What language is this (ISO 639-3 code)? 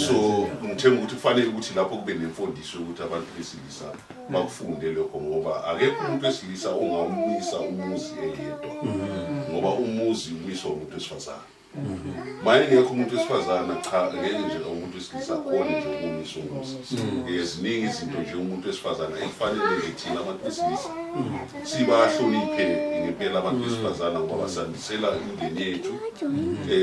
zul